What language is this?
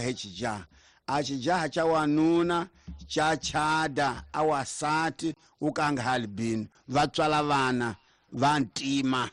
Tsonga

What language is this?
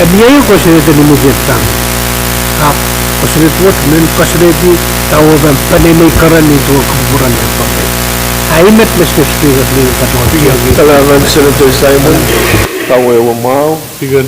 Pohnpeian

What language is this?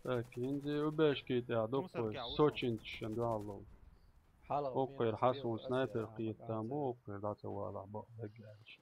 Chechen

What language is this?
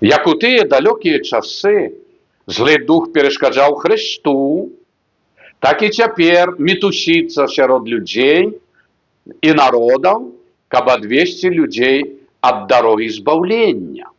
Belarusian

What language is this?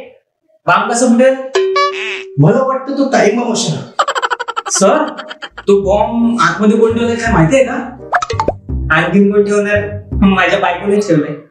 Marathi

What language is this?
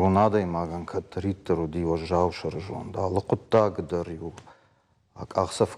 Ossetic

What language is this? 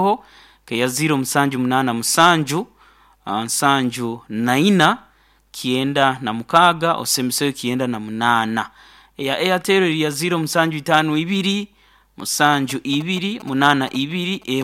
Nyoro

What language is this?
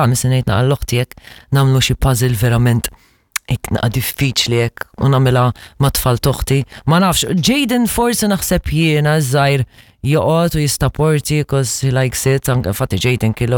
Maltese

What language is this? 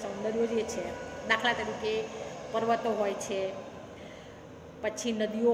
Gujarati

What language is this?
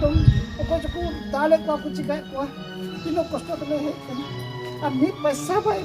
Santali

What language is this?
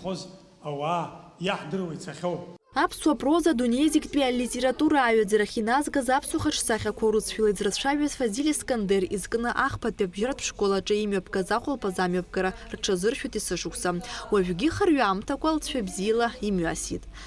Abkhazian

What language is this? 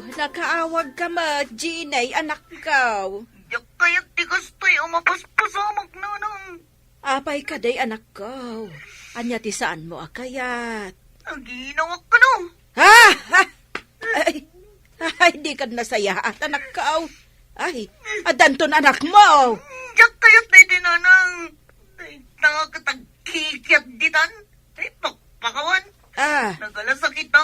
Iloko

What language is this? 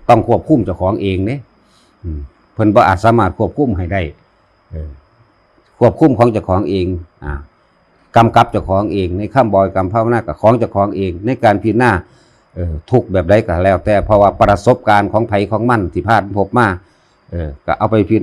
Northeastern Thai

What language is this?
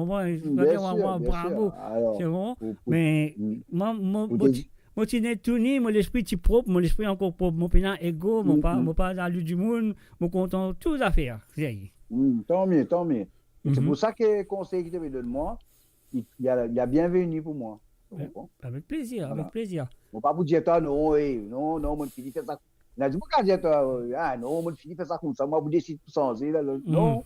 Morisyen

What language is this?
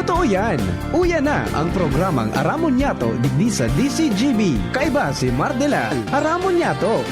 Bikol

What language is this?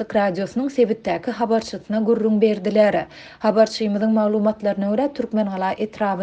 Turkmen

